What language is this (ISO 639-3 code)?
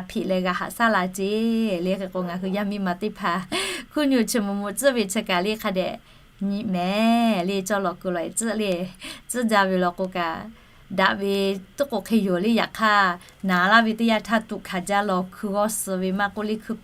lhu